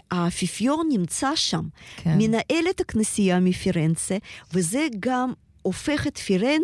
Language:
Hebrew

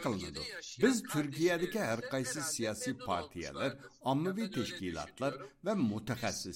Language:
Uyghur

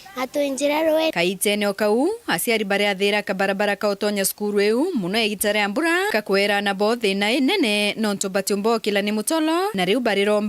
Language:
Meru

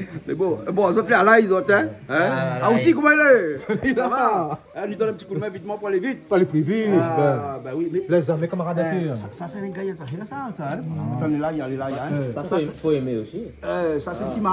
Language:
Réunion Creole French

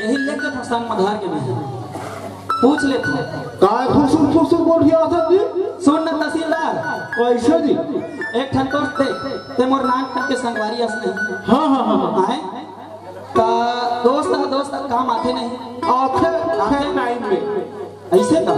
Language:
Chhattisgarhi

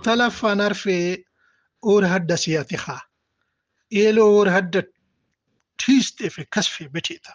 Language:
Brahui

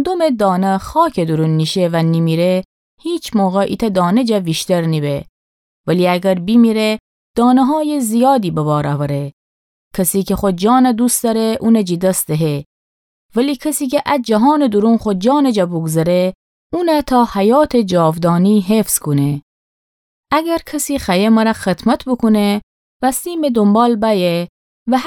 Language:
Gilaki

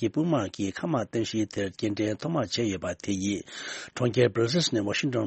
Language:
Tibetan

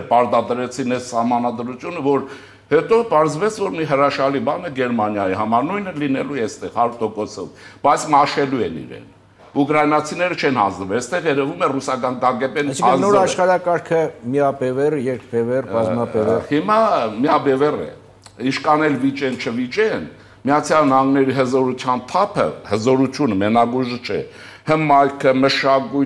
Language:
Armenian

